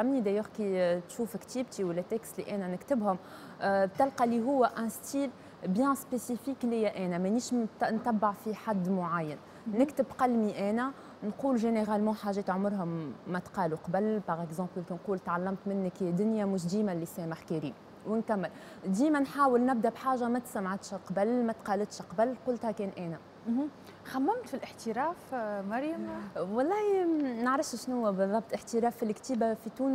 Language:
Tunisian Arabic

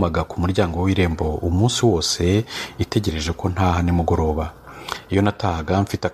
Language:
Kinyarwanda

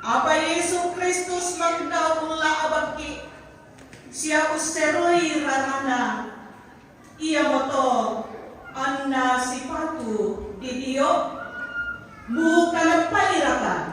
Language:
Toraja-Sa'dan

